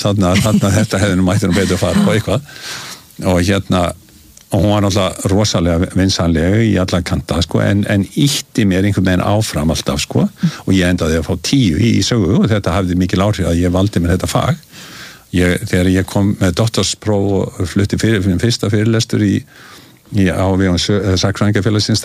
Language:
Icelandic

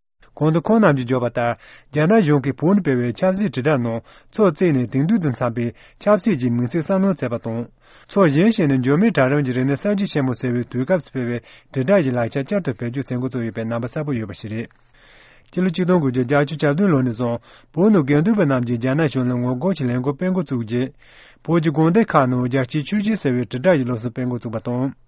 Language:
Tibetan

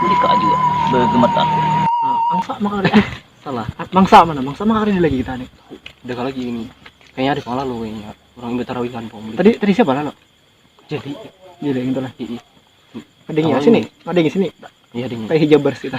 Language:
Banjar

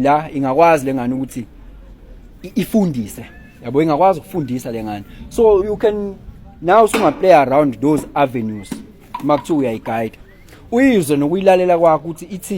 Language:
Zulu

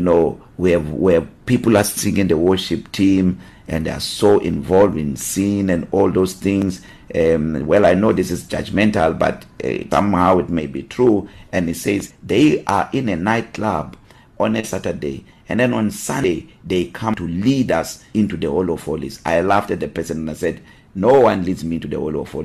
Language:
English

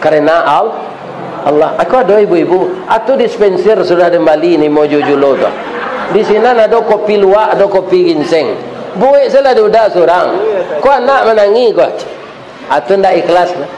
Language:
Minangkabau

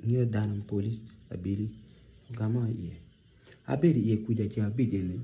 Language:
Acoli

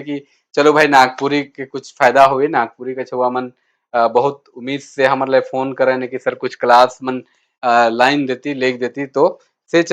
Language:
Sadri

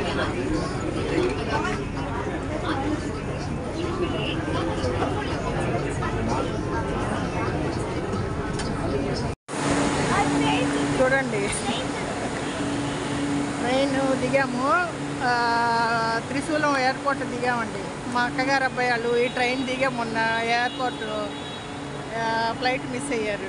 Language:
Telugu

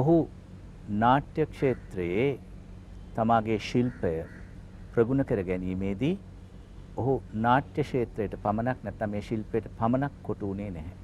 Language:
Sinhala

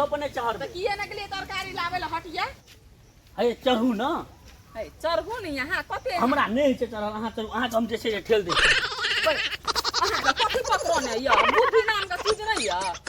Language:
Maithili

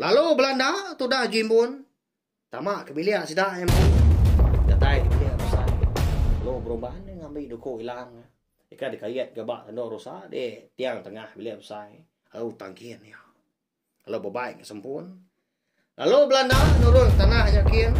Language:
Iban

